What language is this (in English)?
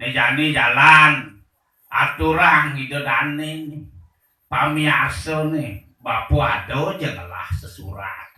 Balinese